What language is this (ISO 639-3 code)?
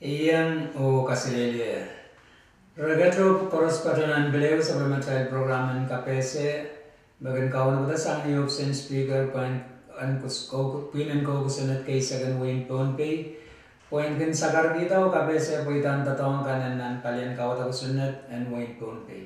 pon